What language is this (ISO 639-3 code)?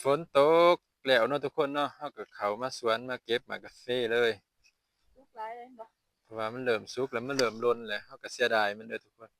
lao